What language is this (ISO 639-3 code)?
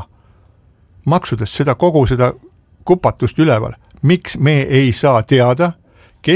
est